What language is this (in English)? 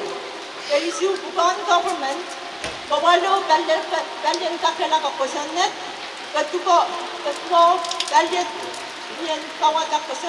Pohnpeian